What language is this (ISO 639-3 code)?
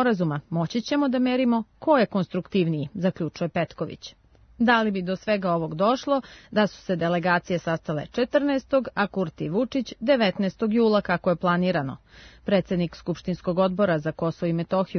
srp